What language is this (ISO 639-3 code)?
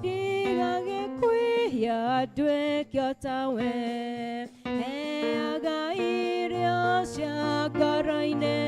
kik